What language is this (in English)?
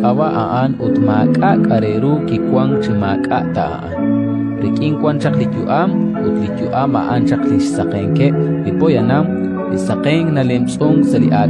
Kekchí